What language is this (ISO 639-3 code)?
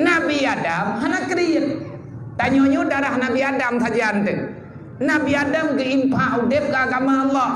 ace